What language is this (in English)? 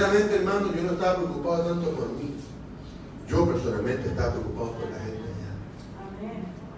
Spanish